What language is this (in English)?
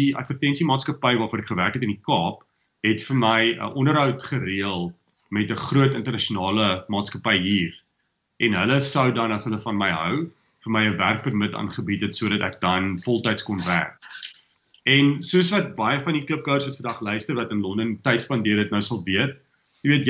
Afrikaans